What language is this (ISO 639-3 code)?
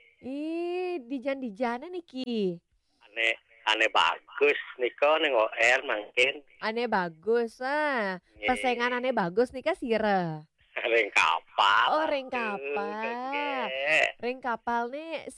ban